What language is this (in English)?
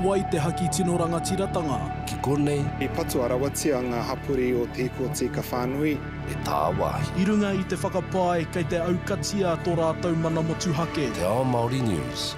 Māori